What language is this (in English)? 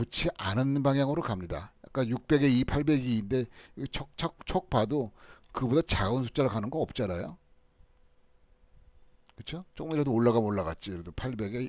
Korean